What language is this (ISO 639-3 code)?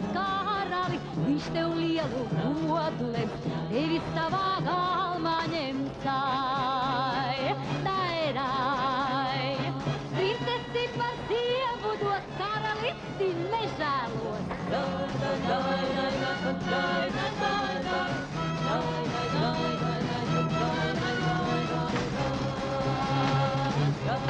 rus